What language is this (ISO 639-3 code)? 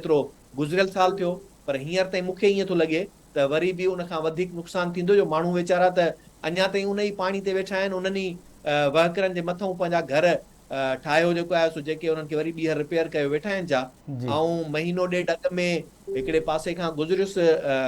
snd